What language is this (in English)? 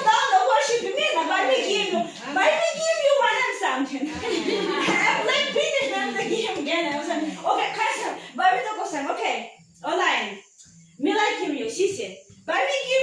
Tok Pisin